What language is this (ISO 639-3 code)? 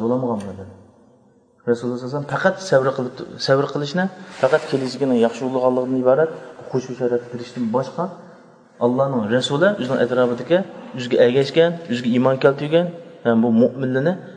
uig